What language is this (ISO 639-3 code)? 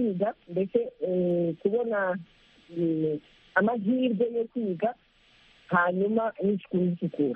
kin